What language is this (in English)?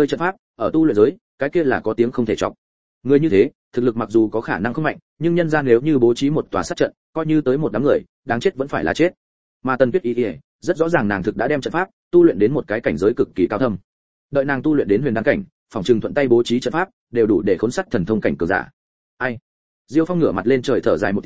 Vietnamese